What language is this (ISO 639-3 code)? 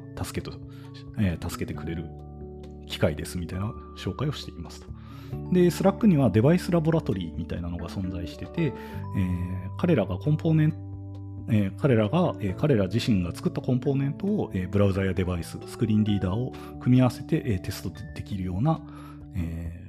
jpn